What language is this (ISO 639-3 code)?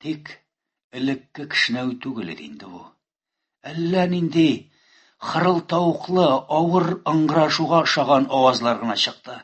tat